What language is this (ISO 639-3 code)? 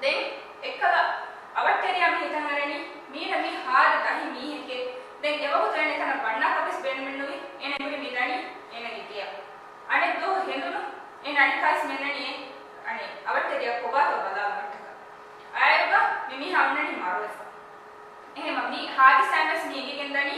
div